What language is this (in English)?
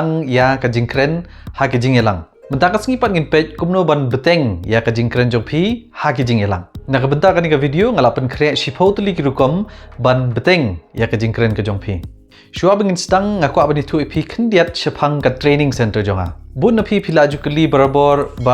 Khasi